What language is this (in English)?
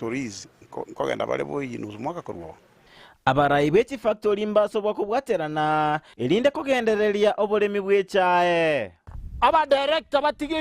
Gusii